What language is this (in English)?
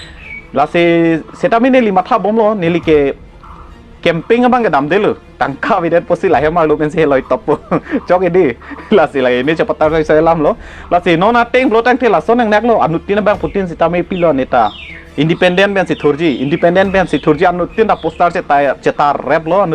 Karbi